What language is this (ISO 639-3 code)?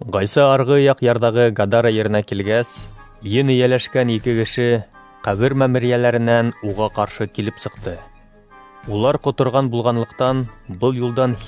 bak